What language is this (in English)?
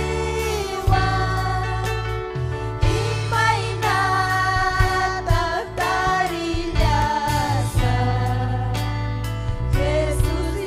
Ayacucho Quechua